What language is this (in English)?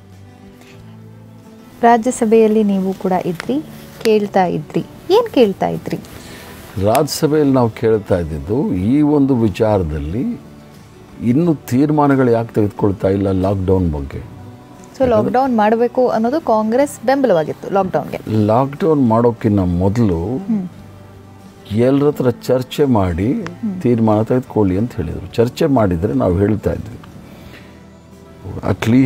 Kannada